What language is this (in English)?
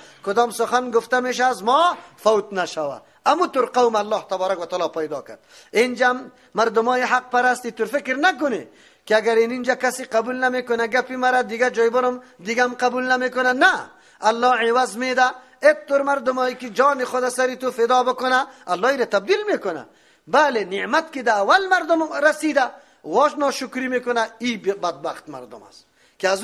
Persian